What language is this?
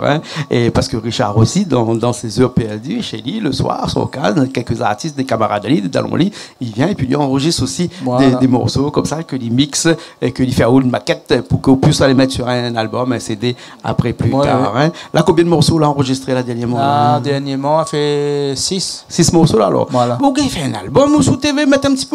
Réunion Creole French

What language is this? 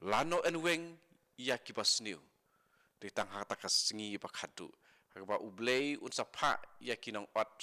Khasi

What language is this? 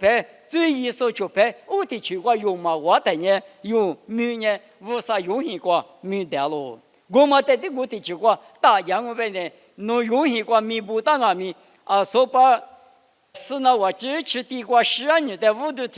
Lisu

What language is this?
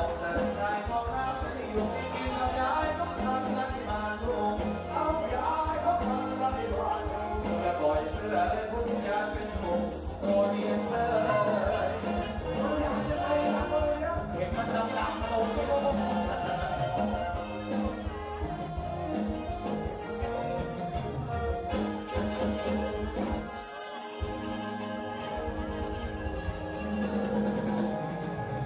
Thai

